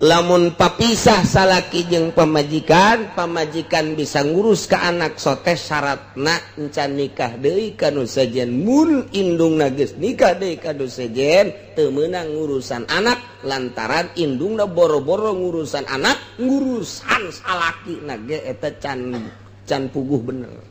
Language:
Sundanese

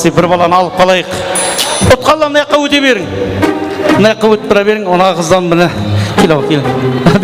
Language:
Kara-Kalpak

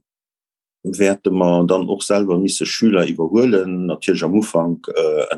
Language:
Luxembourgish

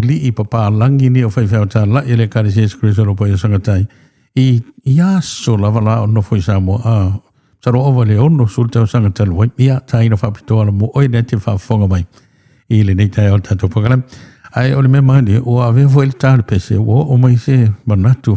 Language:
Samoan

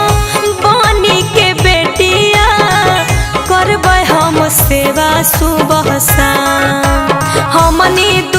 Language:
Magahi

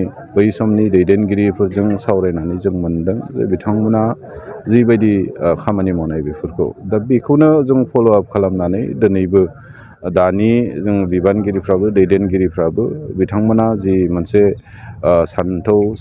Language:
Bodo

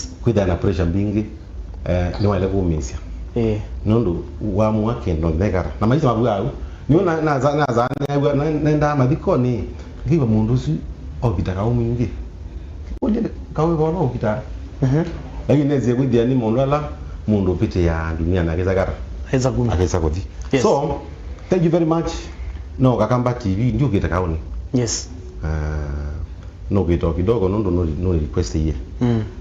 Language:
Kamba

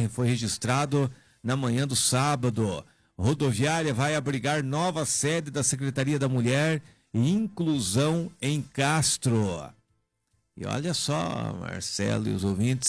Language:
Portuguese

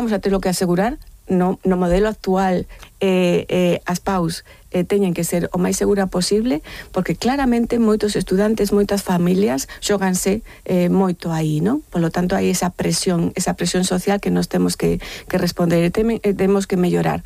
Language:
Galician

